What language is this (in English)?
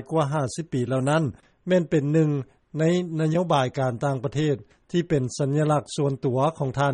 Lao